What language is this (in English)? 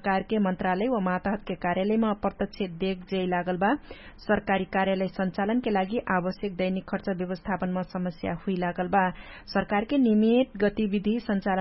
Dangaura Tharu